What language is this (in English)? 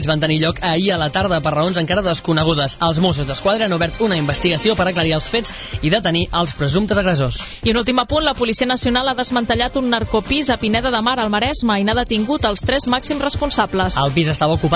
Catalan